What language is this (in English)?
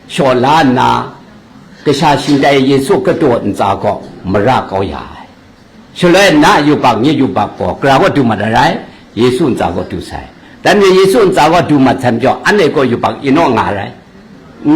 Kachin